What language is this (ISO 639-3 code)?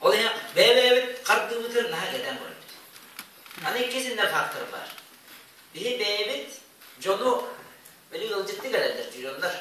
sah